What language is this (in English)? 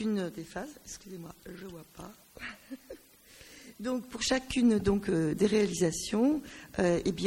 French